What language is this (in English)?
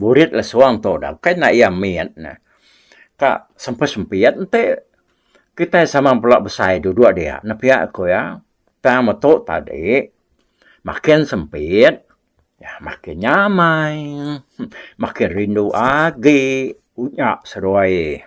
Iban